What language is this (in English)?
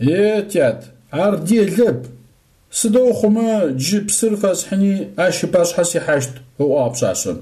Adyghe